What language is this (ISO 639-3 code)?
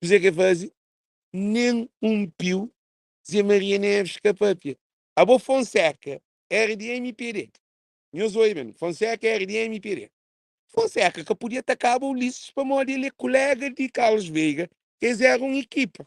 kea